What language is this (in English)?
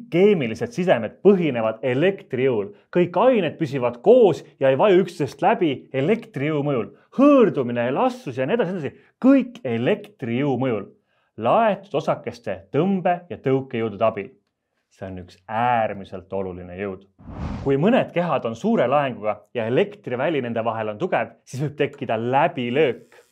Estonian